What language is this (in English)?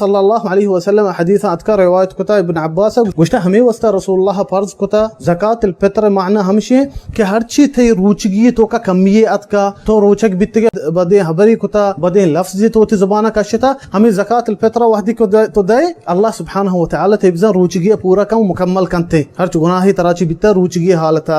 Baluchi